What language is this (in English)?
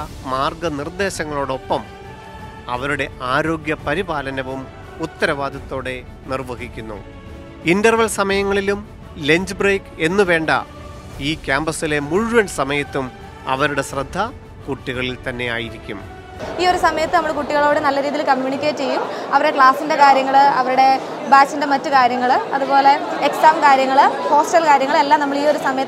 Malayalam